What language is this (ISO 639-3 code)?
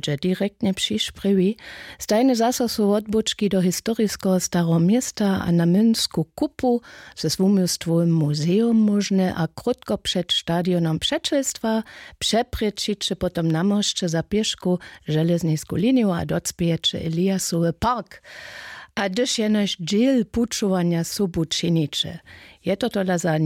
hsb